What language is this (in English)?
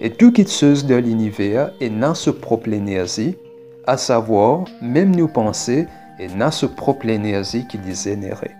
Morisyen